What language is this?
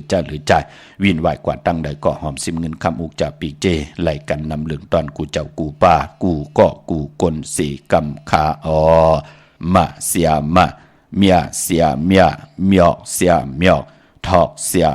Shan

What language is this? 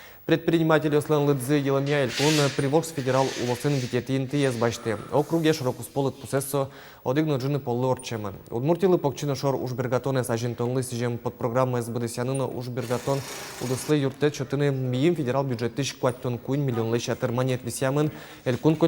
Udmurt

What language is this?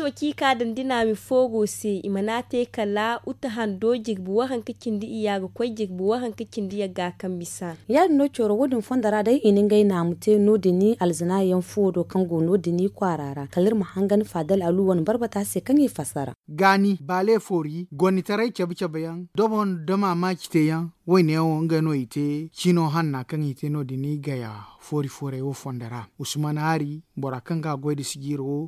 Zarma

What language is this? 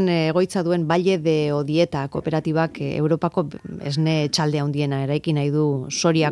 Basque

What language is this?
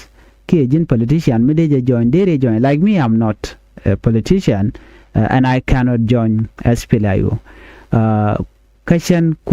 Nuer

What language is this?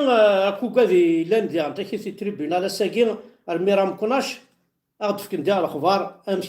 Kabyle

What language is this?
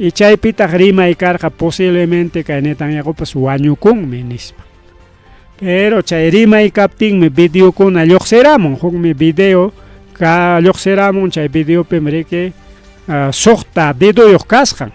Ayacucho Quechua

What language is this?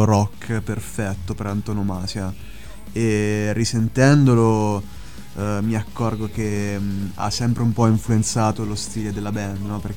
Italian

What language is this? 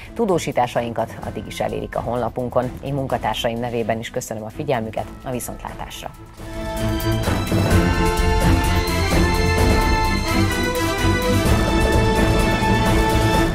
Hungarian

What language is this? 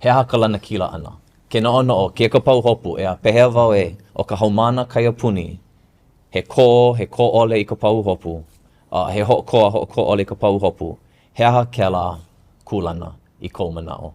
Hawaiian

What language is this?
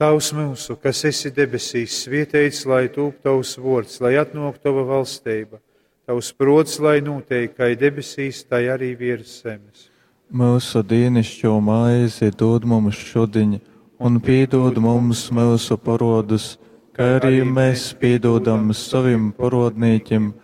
Latgalian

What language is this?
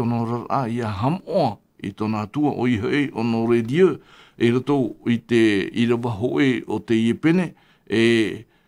Tahitian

